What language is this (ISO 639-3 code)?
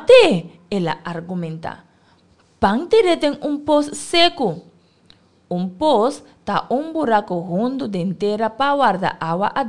pap